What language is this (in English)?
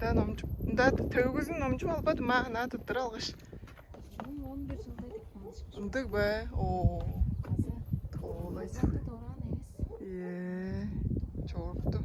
Tuvinian